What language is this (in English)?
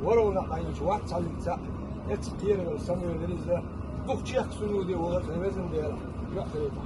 Chechen